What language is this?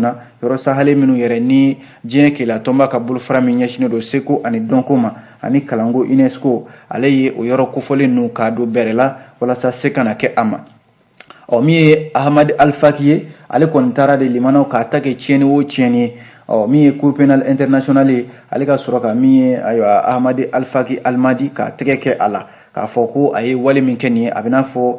Bambara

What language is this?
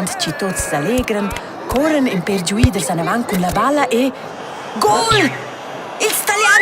Romansh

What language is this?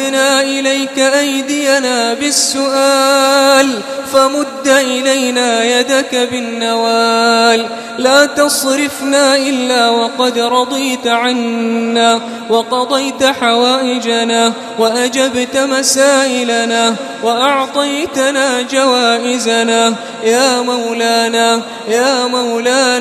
Arabic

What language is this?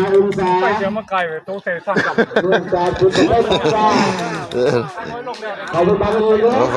Northeastern Thai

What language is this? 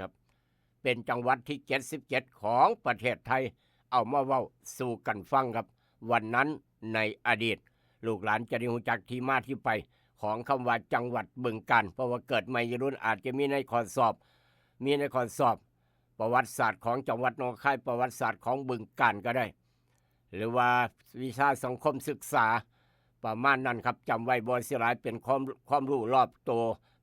Northeastern Thai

